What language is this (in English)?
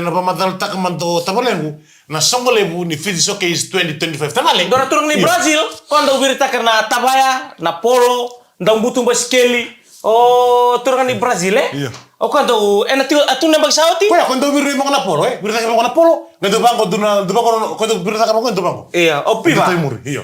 Fijian